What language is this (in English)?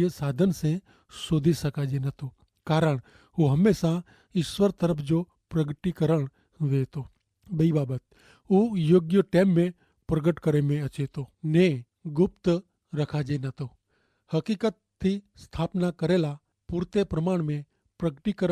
Kachhi